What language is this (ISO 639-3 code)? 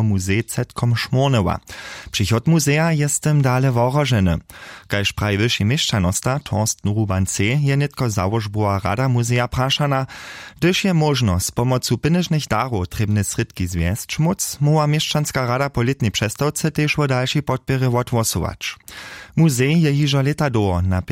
hsb